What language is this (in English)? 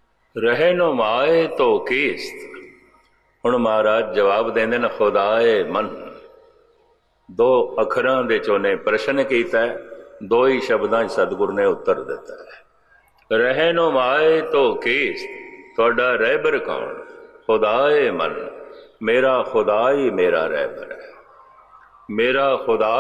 Punjabi